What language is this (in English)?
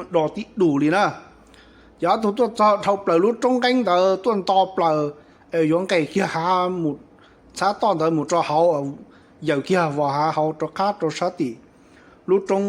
Hmong